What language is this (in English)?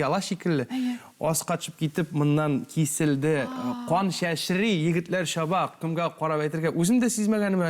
Tatar